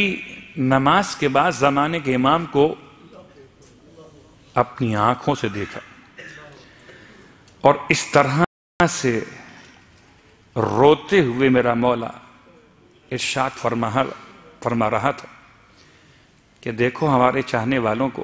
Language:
Urdu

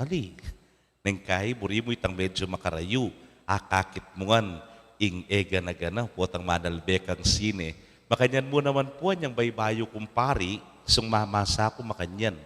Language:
Pampanga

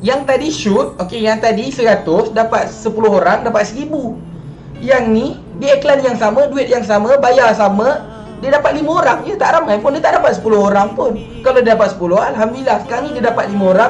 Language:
Malay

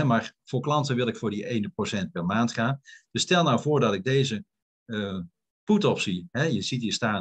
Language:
Dutch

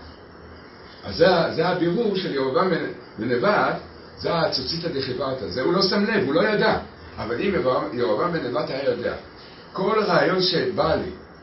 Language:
Hebrew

